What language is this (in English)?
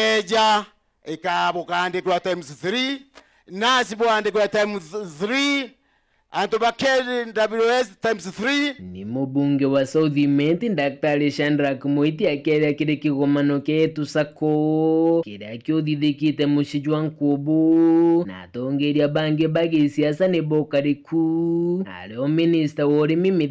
Meru